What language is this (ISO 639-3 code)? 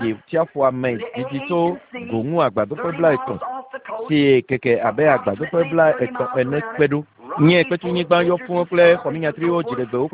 ewe